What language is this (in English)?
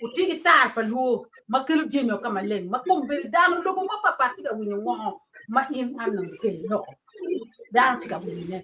Acoli